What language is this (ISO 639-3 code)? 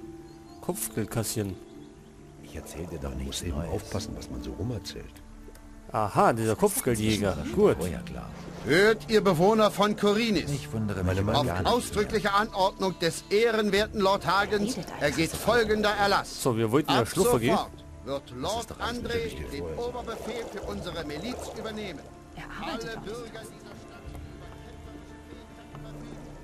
bar